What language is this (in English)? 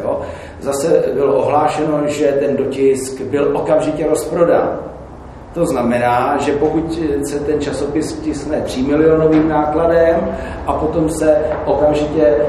Czech